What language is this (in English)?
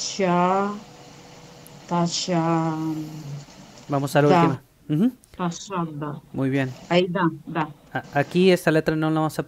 Spanish